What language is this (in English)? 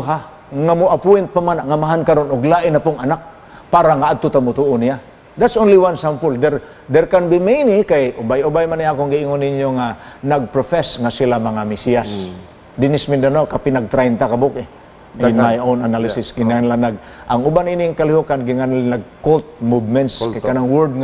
Cebuano